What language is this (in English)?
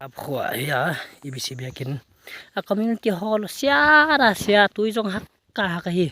Paite Chin